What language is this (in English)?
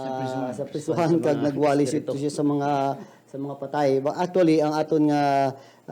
Hiligaynon